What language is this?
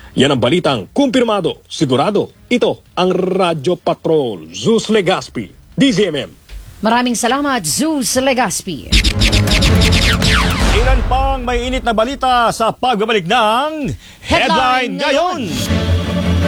Filipino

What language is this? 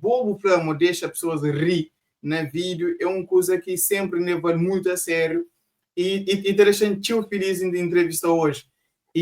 Kabuverdianu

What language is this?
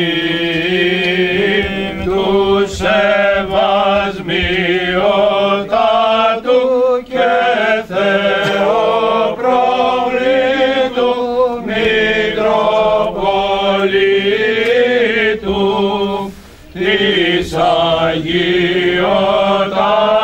Greek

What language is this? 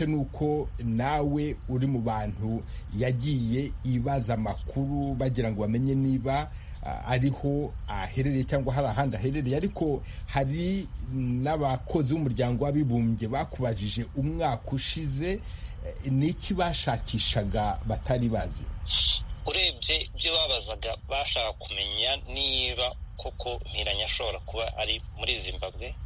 Kinyarwanda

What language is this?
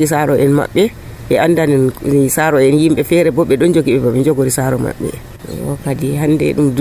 Nigerian Fulfulde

